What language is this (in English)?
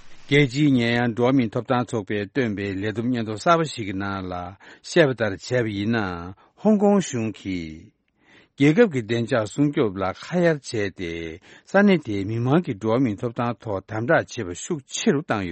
Tibetan